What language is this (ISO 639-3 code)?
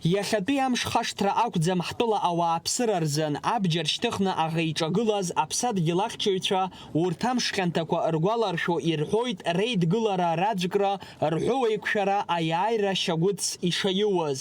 abk